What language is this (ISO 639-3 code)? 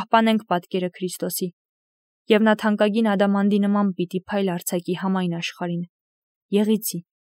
hye